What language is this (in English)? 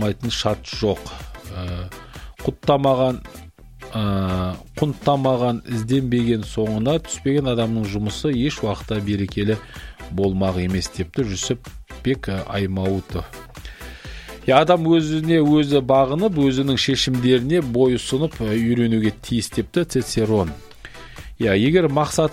Kazakh